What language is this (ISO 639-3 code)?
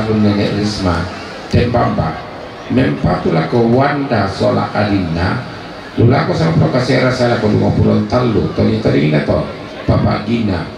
sda